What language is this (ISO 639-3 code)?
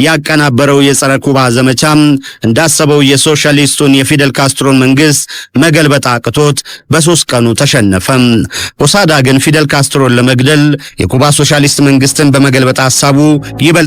amh